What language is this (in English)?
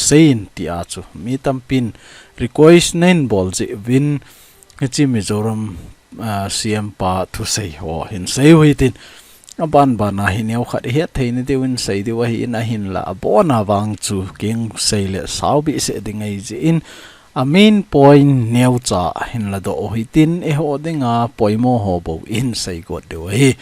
Thado Chin